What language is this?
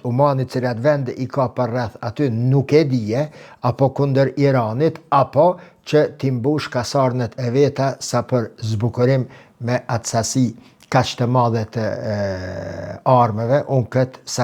Albanian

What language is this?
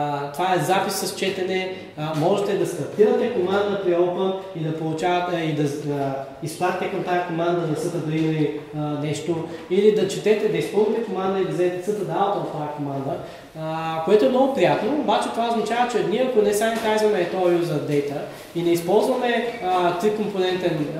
Bulgarian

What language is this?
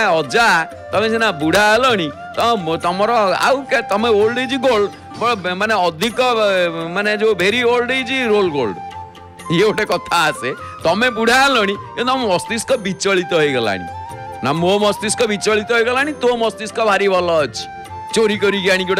Odia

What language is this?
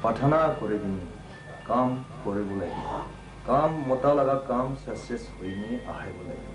Naga Pidgin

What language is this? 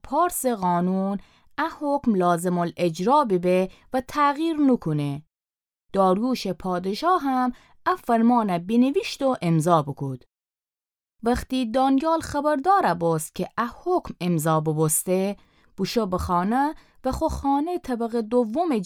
Gilaki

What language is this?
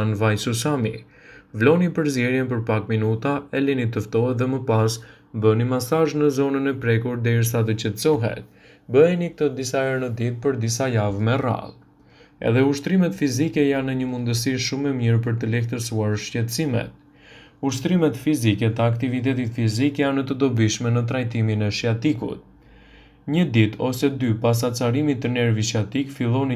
Albanian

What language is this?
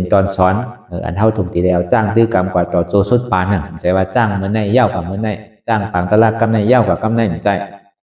Shan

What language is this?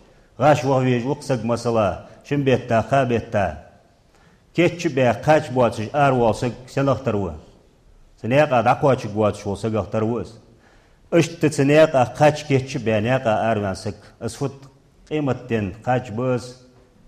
Ingush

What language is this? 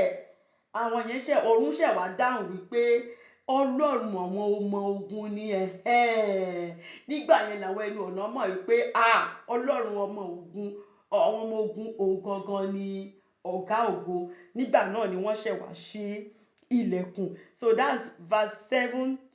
Yoruba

